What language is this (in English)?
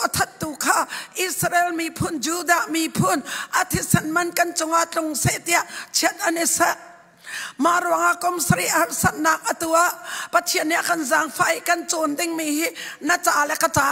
Hakha Chin